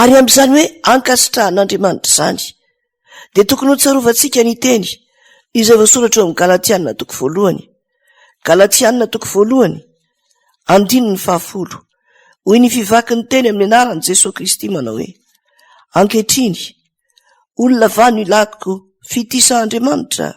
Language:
Malagasy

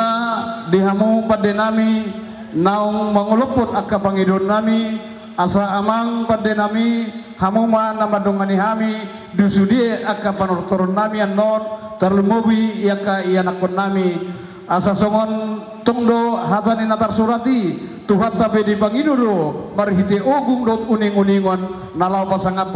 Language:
Batak Toba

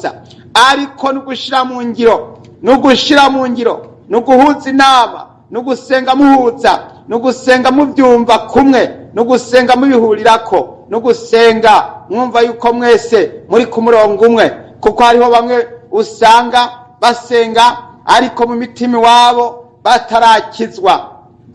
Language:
Rundi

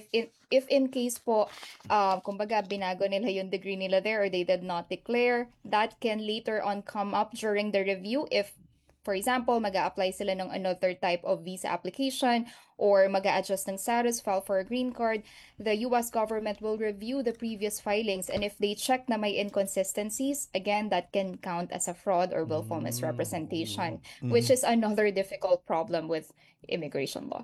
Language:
Filipino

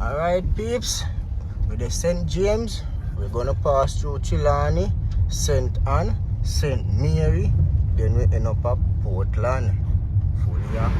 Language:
Jamaican Creole English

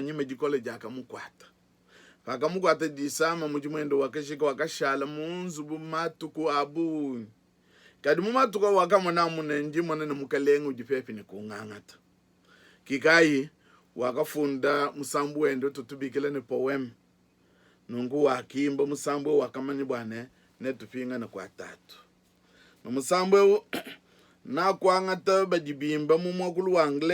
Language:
Luba-Lulua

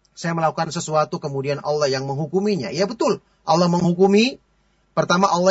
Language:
Indonesian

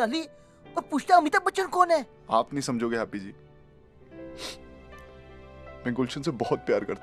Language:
Hindi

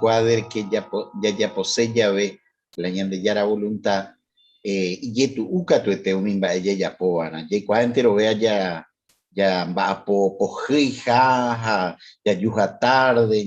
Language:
Guarani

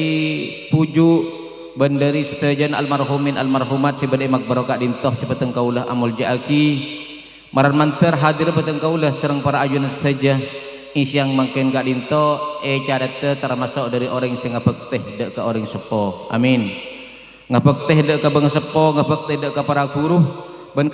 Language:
Madurese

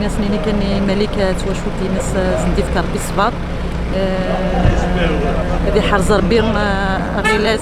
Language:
Kabyle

